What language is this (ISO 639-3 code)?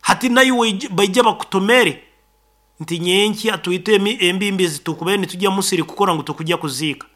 nyn